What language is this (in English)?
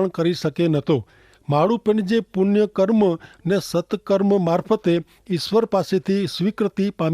Kachhi